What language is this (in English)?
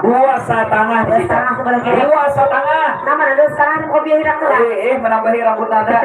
Banjar